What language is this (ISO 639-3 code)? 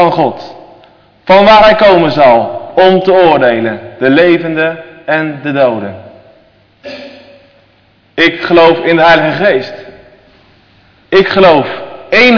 nld